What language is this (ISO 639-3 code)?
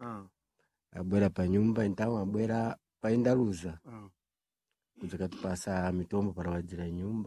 seh